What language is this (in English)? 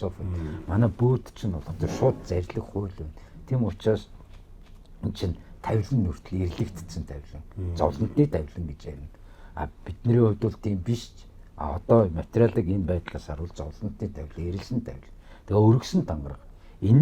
Mongolian